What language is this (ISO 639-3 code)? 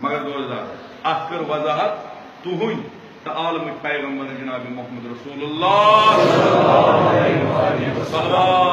kas